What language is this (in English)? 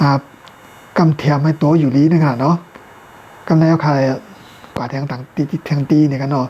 Shan